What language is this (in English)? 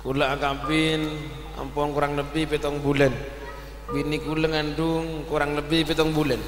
Madurese